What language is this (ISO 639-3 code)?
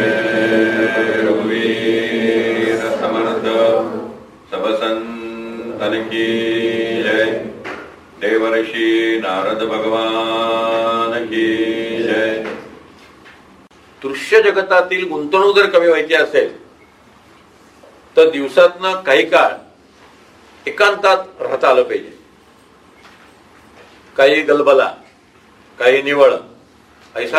mar